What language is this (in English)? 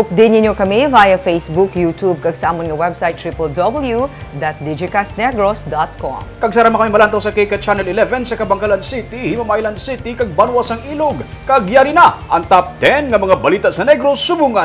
Hiligaynon